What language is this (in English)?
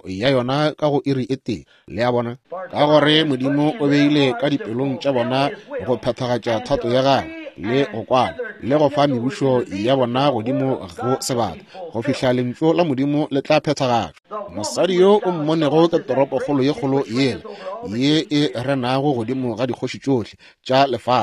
Northern Sotho